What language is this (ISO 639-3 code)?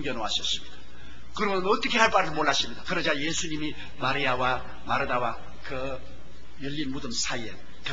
kor